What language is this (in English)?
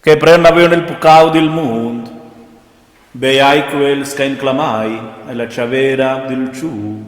Romansh